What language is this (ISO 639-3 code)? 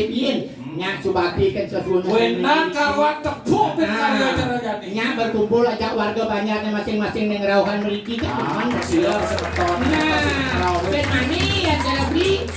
ban